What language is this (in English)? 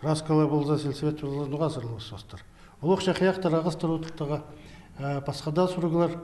Khakas